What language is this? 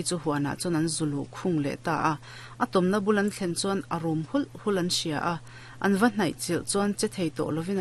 Mizo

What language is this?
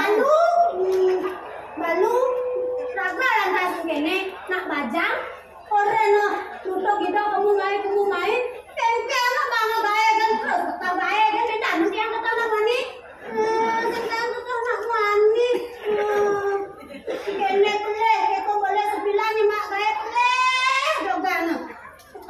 Balinese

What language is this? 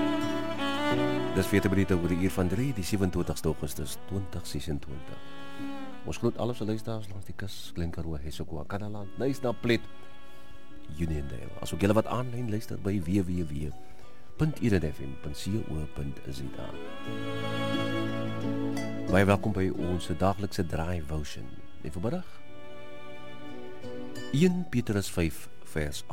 Afrikaans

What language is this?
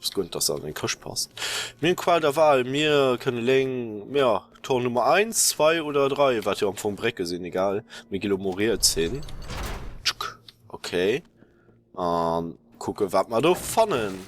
Luxembourgish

